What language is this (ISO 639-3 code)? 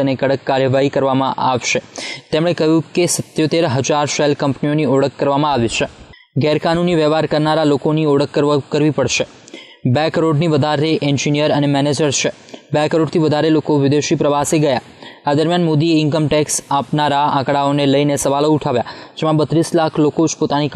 guj